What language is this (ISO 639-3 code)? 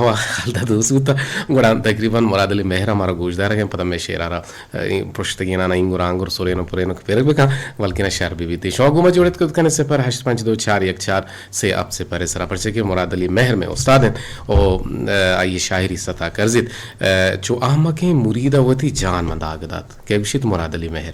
bgp